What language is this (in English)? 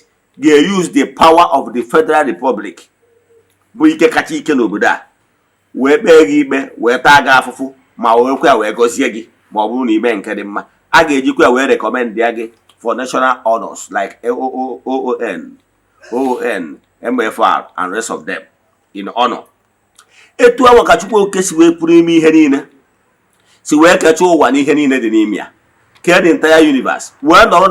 Igbo